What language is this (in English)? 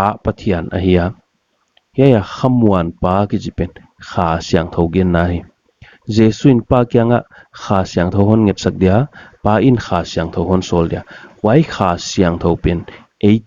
Paite Chin